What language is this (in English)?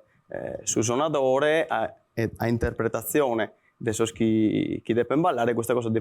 Sardinian